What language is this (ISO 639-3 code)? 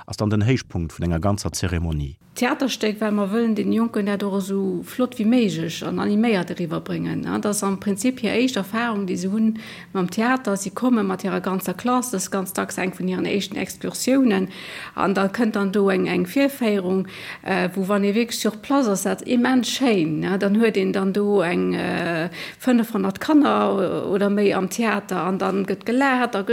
ltz